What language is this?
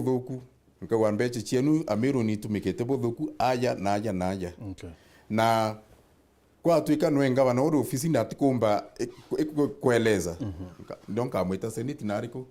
Meru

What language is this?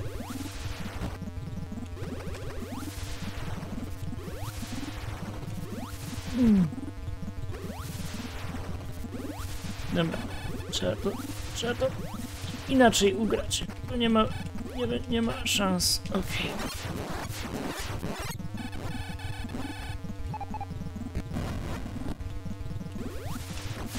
Polish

